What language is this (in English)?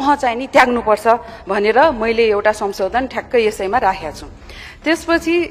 Nepali